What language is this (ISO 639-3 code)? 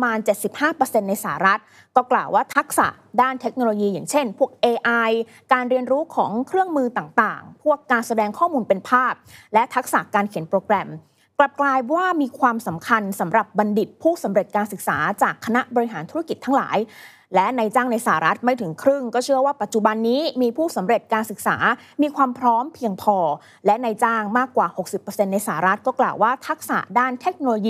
tha